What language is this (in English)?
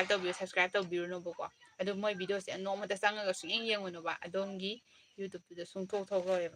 Manipuri